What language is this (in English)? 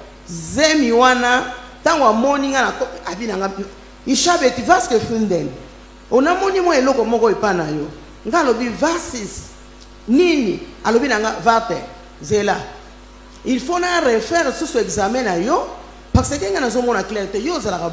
Lingala